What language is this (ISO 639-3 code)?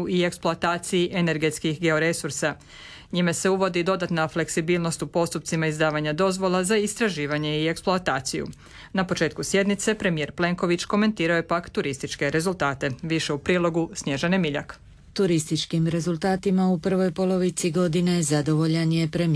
hrv